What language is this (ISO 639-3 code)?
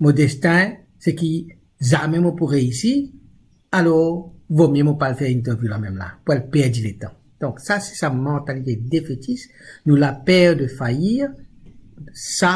mfe